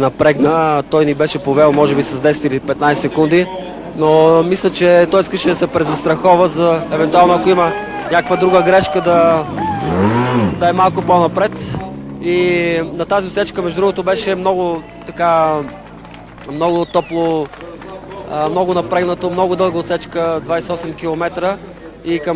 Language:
Bulgarian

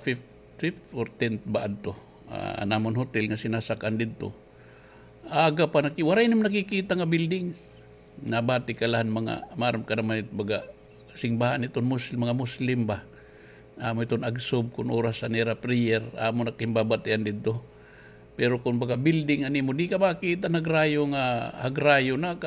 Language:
Waray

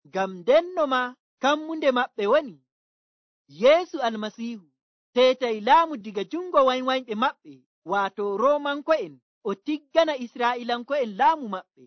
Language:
Nigerian Fulfulde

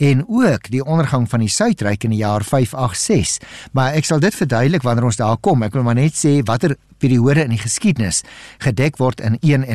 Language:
Afrikaans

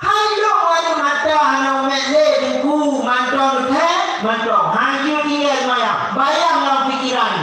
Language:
Achinese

